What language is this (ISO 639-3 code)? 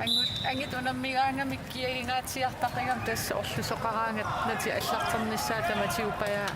kal